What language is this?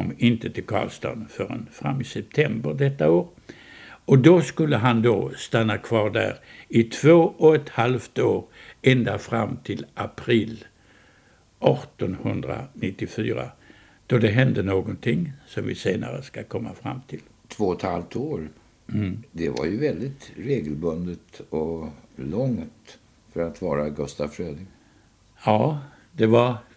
Swedish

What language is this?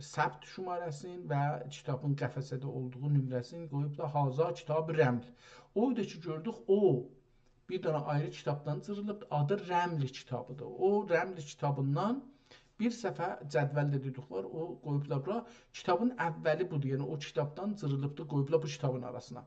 South Azerbaijani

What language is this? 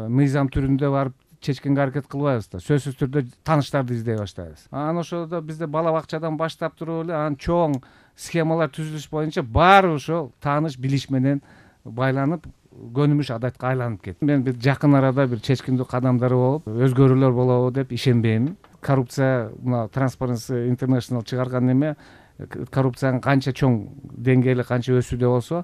Kyrgyz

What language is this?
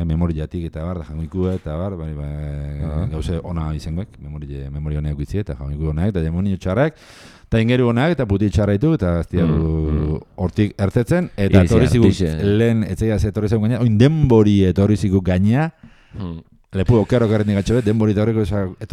Basque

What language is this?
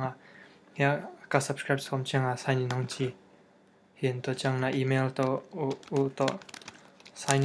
Tedim Chin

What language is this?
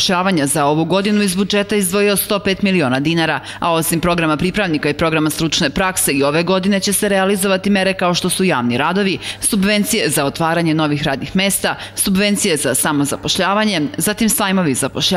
Serbian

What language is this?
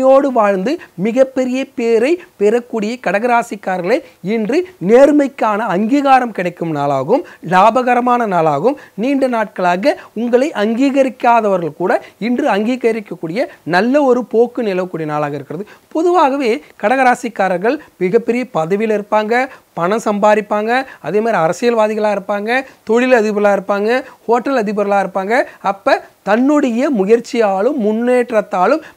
Tamil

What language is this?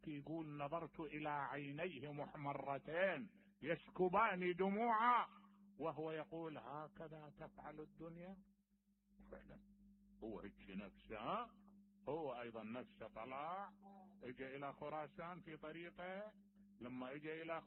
Mesopotamian Arabic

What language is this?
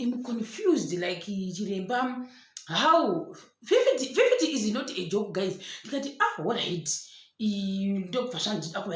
Shona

